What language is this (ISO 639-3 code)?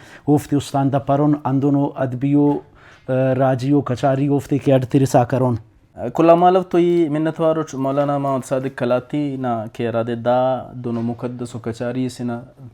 brh